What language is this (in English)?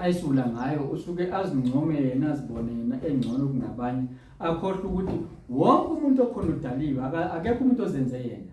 Zulu